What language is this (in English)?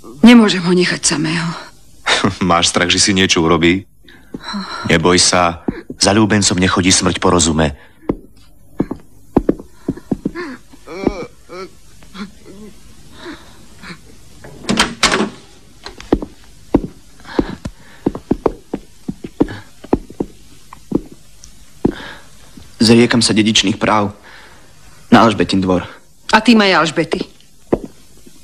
Slovak